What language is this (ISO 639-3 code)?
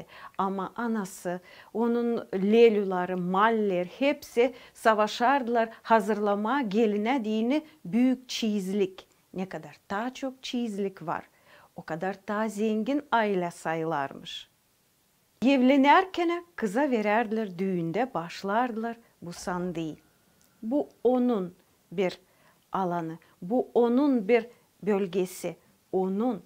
gag